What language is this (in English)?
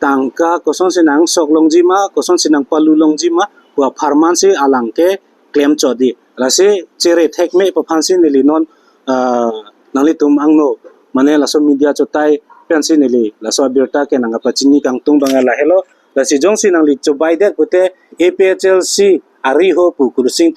Karbi